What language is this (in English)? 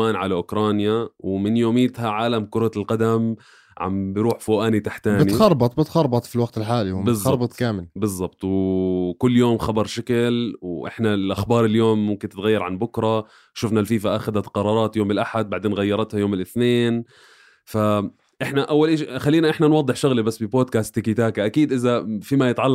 North Levantine Arabic